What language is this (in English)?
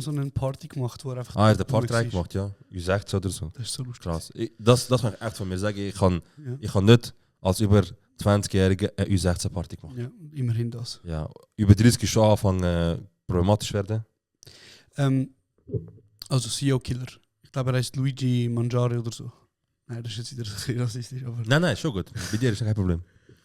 Swiss German